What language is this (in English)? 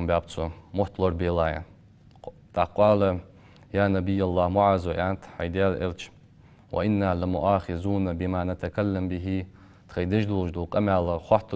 Ingush